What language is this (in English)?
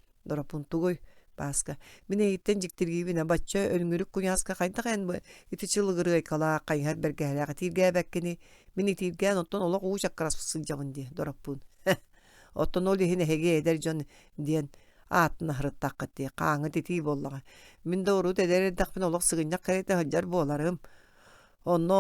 Yakut